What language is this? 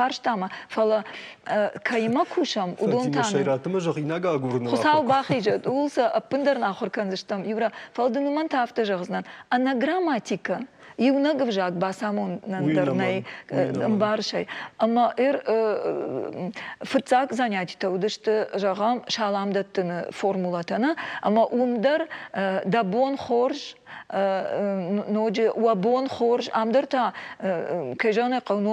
Ossetic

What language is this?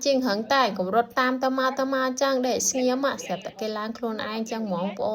Khmer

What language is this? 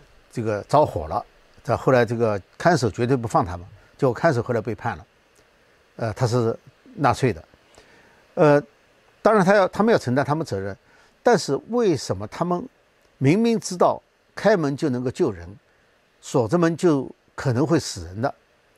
Chinese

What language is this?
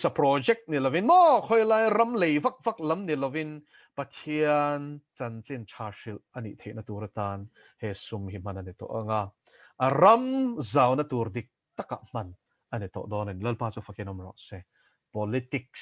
Mizo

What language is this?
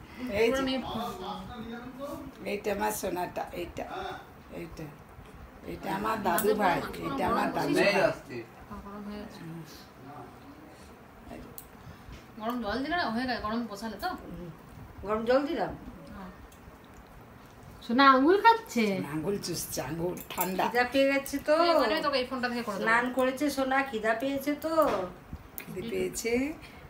Bangla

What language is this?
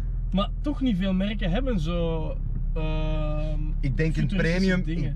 Dutch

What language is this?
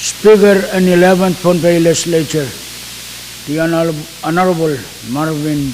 Pohnpeian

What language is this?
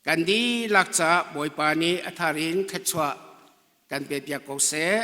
Hakha Chin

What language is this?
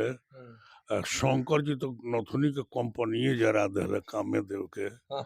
Bhojpuri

